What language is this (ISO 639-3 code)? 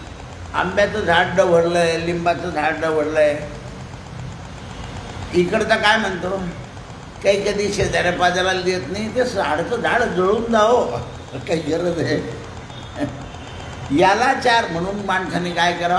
mar